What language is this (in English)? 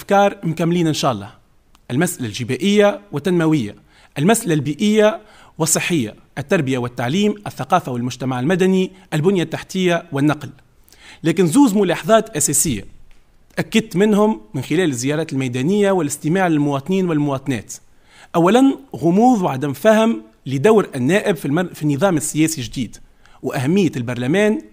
Tunisian Arabic